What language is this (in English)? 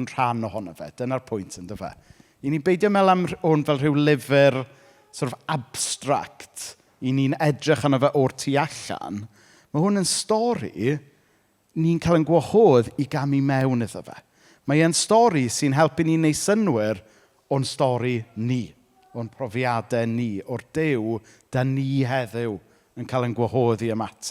Welsh